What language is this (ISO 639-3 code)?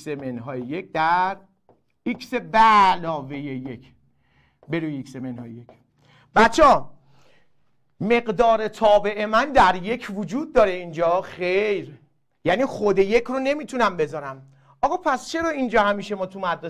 fas